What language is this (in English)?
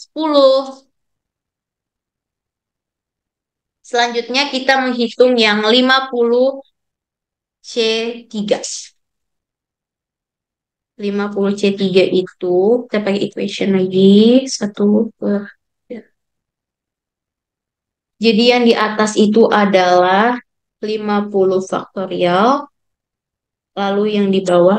Indonesian